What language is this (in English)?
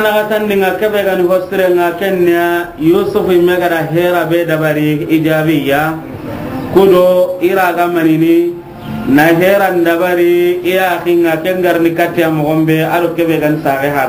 Soninke